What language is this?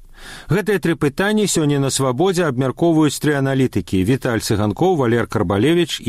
Belarusian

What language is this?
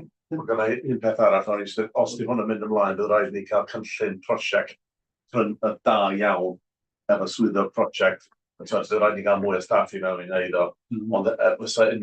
Welsh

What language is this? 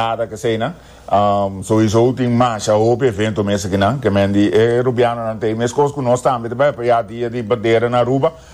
Papiamento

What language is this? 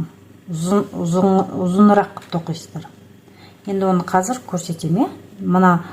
Kazakh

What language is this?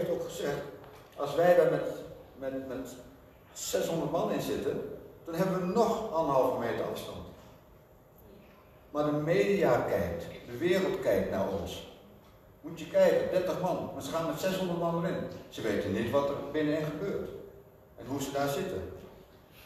Dutch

